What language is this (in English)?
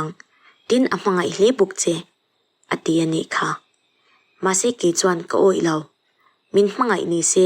Mizo